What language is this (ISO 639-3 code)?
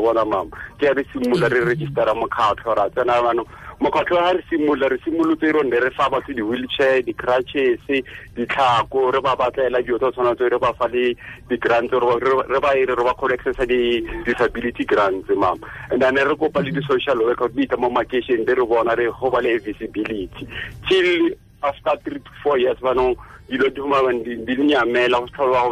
tsn